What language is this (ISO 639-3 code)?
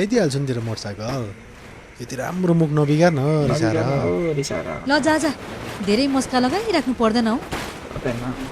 nep